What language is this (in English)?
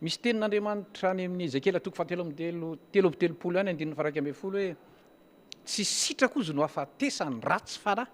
Malagasy